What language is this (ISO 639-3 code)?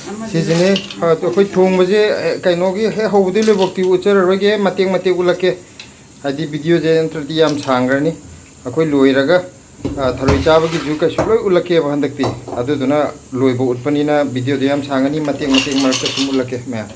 mni